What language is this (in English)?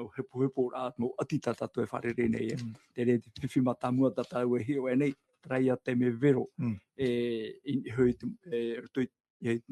Tahitian